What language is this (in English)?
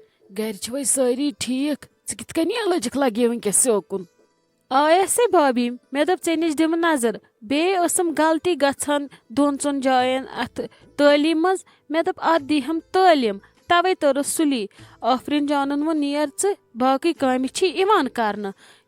Kashmiri